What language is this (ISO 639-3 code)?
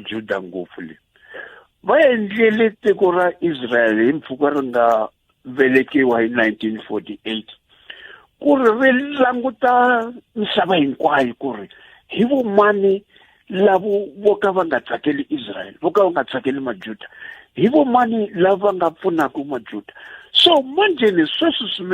tso